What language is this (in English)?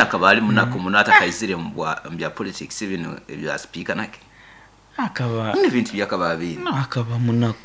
Nyoro